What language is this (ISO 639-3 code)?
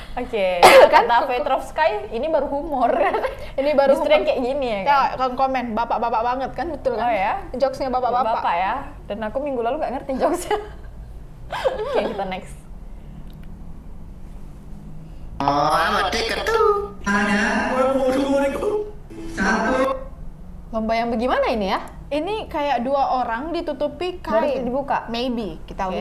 ind